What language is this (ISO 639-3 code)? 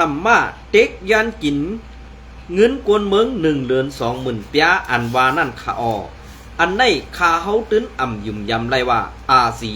shn